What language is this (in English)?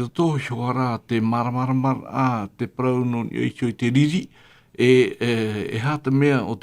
Tahitian